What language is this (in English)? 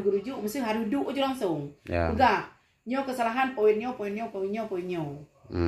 Achinese